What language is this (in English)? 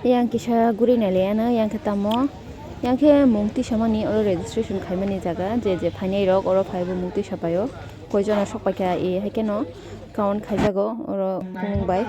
Kok Borok